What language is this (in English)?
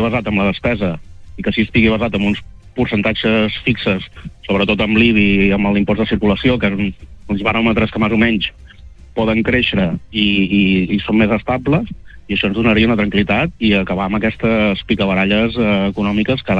Catalan